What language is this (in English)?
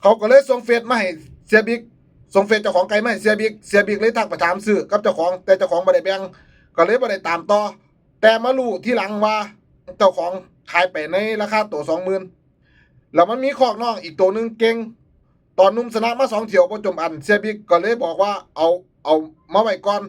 Northeastern Thai